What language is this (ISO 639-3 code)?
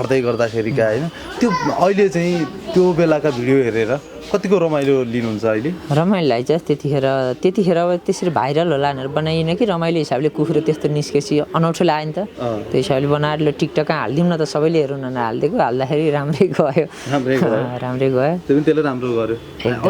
nep